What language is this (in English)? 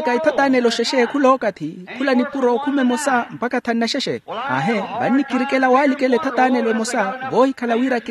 Makhuwa